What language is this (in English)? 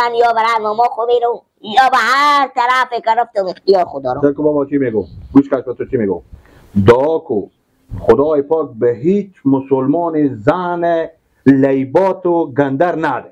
Persian